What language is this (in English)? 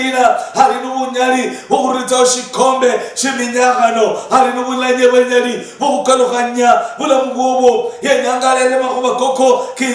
Luyia